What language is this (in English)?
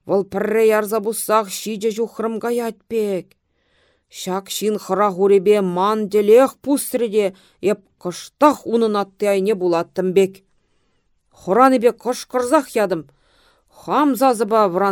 Chuvash